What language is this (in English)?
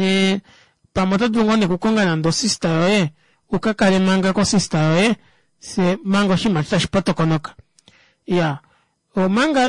Kuanyama